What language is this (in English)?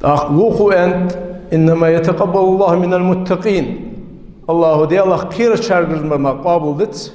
Ingush